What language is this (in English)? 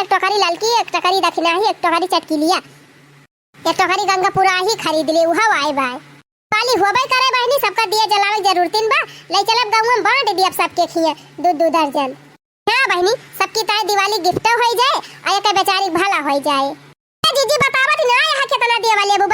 Awadhi